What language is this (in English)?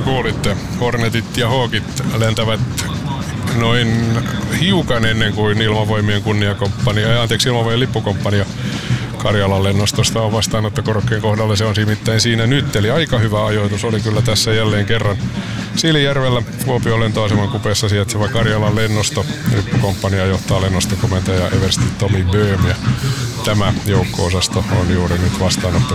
Finnish